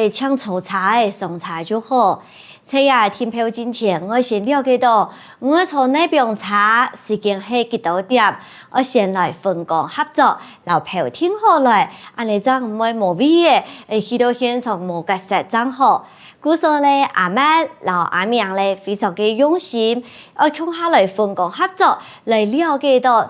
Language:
Hakka Chinese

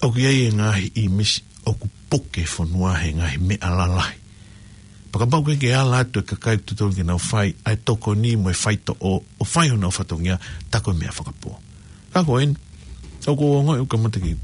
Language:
Tongan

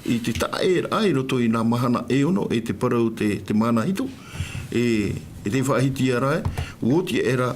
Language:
Tahitian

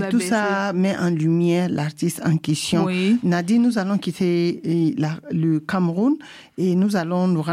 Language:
French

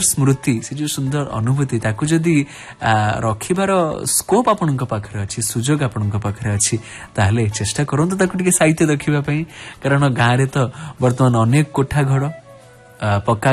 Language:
Odia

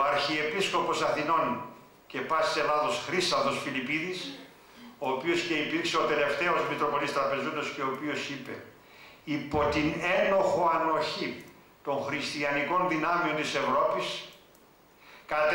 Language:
Greek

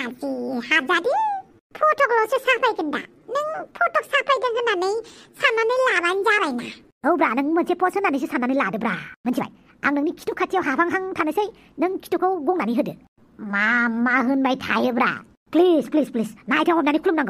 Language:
Bodo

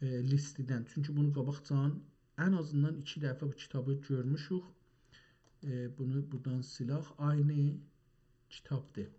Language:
South Azerbaijani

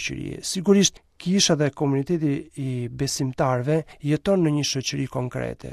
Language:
Albanian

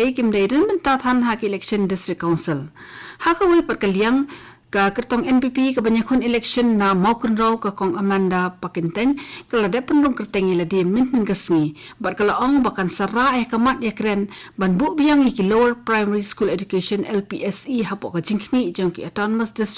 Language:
Khasi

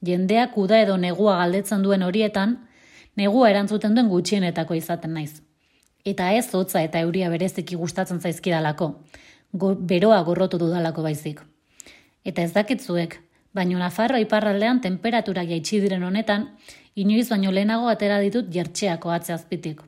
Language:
Basque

